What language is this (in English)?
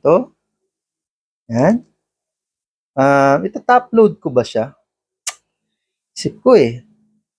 Filipino